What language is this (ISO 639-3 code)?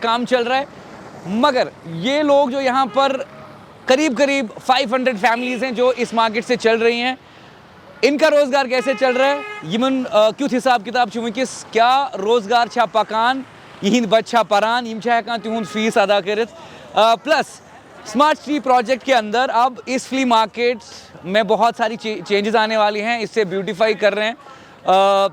kas